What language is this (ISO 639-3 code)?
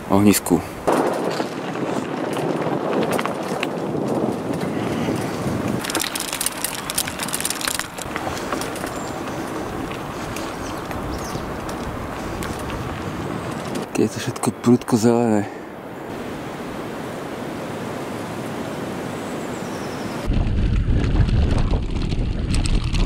slk